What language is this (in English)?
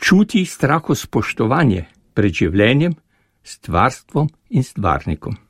Slovenian